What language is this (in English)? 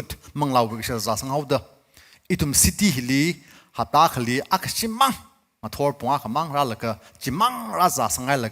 Tangkhul Naga (India)